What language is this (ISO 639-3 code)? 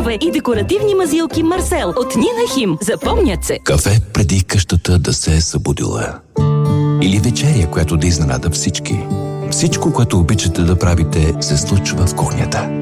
bul